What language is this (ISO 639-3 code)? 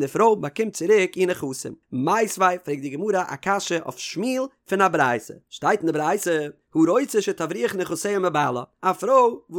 yid